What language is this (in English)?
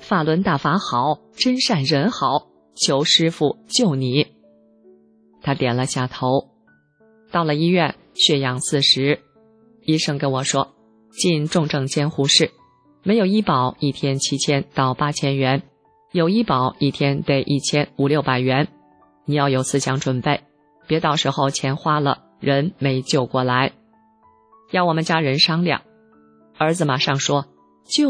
Chinese